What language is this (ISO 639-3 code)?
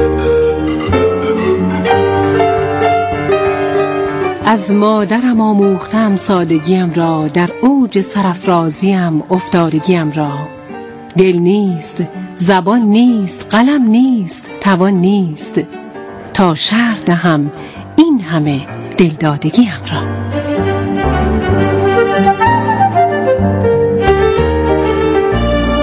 fas